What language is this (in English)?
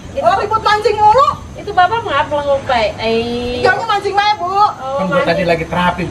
Betawi